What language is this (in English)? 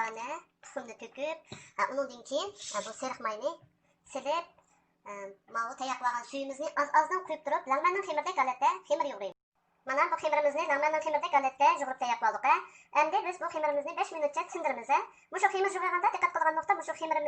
Uyghur